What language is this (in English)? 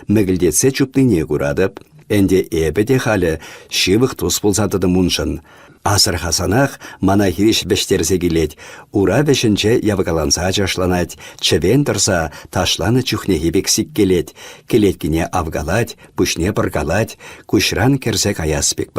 Chuvash